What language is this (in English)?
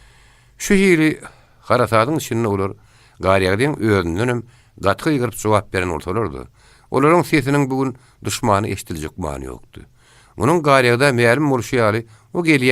Turkmen